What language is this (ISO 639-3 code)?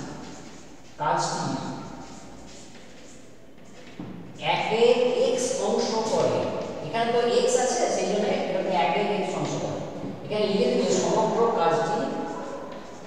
ben